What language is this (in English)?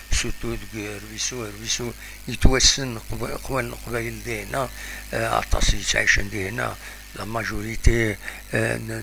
Kabyle